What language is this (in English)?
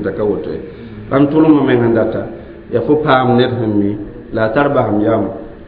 Mossi